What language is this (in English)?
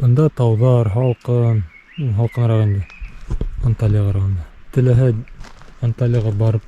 Bashkir